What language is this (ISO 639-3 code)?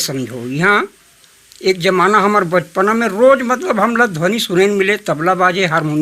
hne